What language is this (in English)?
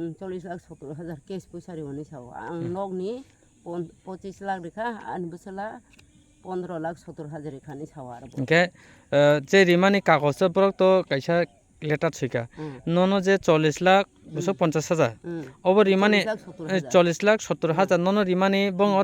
Kok Borok